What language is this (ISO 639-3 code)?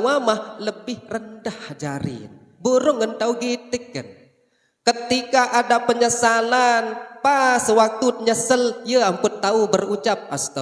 sas